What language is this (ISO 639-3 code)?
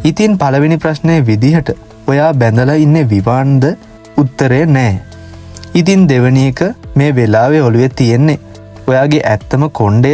sin